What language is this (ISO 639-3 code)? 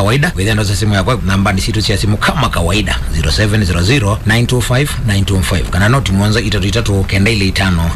kam